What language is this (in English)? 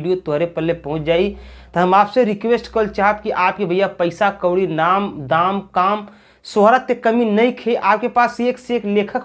Bhojpuri